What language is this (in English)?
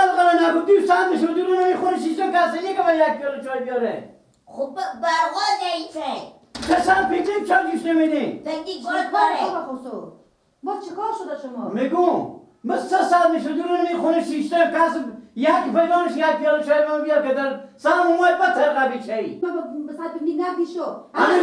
Persian